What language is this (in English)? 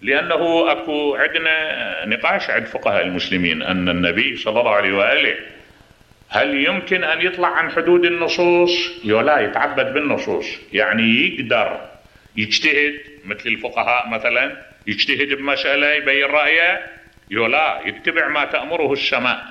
Mesopotamian Arabic